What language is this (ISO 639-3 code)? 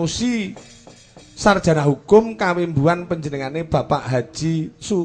jav